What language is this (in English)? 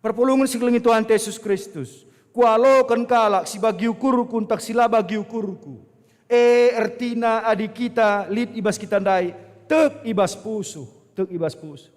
Batak Karo